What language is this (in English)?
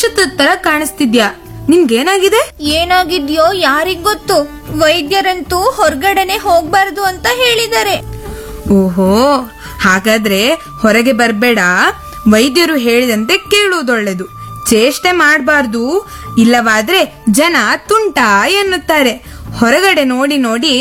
Kannada